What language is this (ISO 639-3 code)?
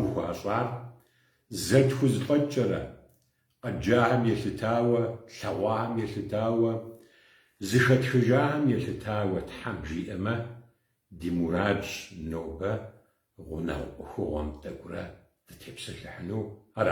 kbd